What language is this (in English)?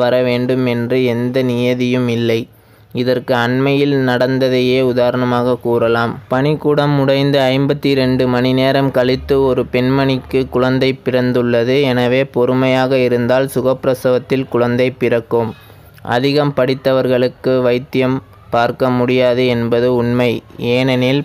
Tamil